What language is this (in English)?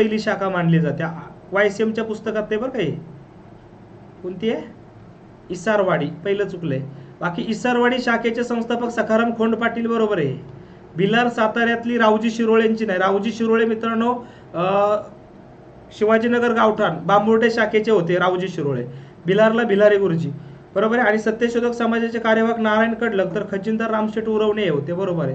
Marathi